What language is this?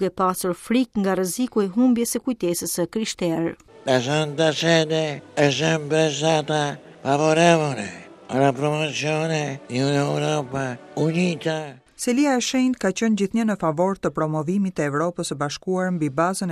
Albanian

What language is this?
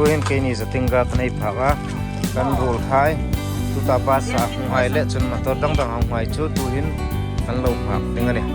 Hmar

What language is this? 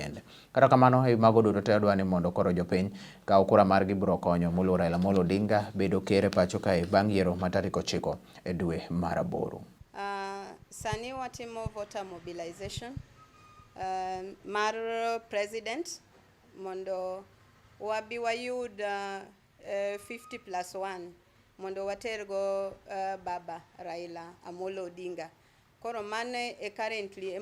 Luo (Kenya and Tanzania)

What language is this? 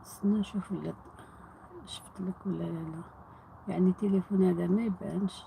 Algerian Arabic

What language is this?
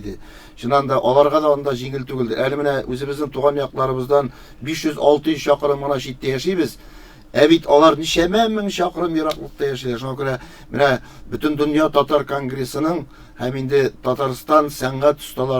Tatar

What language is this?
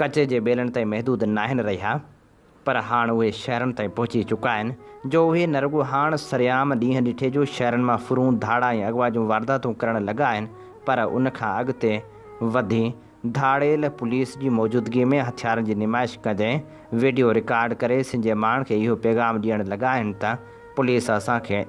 Sindhi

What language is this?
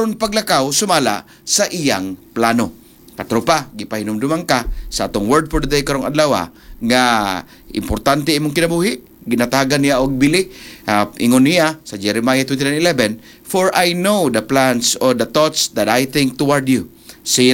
Cebuano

